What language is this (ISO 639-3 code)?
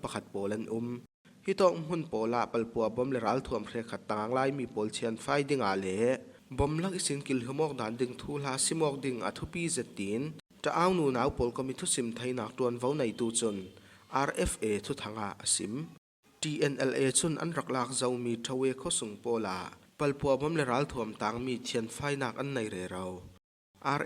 cfm